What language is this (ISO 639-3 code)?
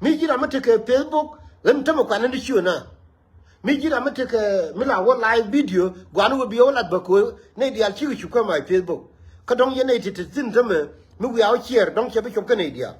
nus